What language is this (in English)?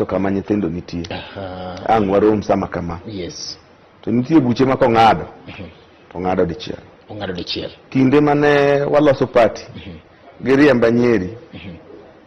Luo (Kenya and Tanzania)